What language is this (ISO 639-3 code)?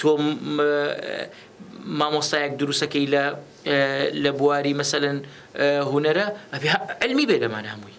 ckb